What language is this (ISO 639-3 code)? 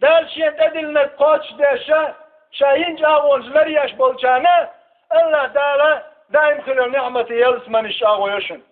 che